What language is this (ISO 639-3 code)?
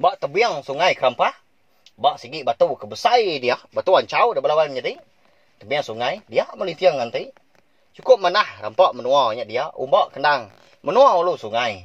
iba